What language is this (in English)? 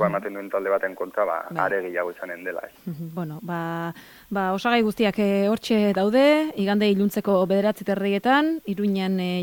Basque